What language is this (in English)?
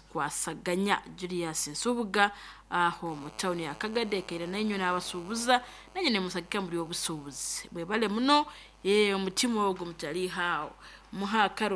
Nyoro